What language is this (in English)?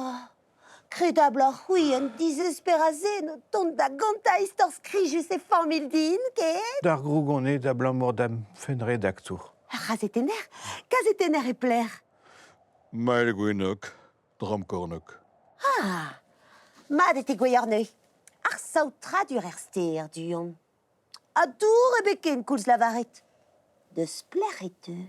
Breton